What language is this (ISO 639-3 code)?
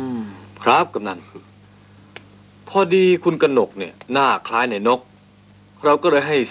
tha